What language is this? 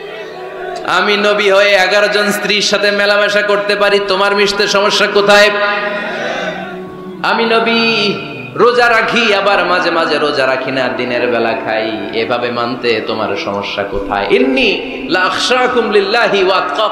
Bangla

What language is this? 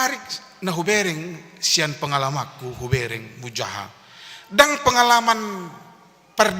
Batak Toba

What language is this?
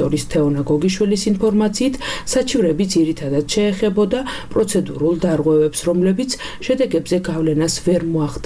Georgian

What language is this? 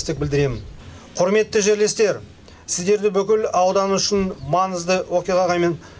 Kazakh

